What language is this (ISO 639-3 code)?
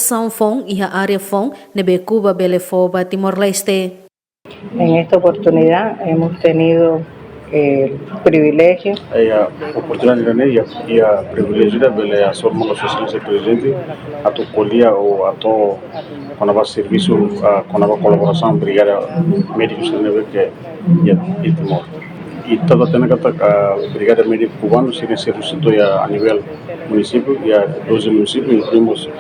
tet